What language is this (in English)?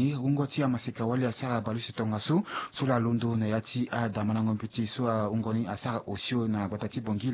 Sango